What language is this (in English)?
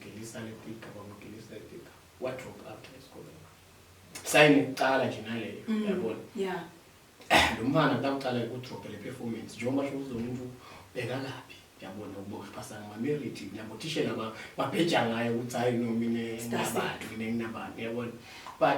Zulu